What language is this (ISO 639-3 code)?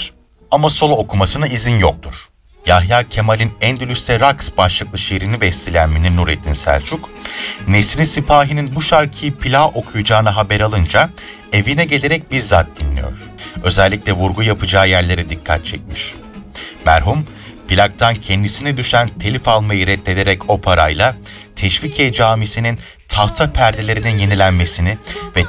tur